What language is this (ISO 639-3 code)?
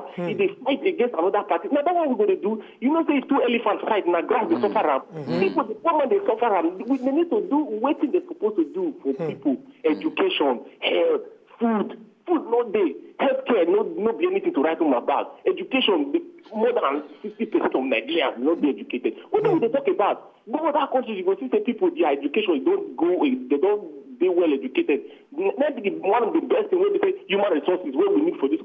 pcm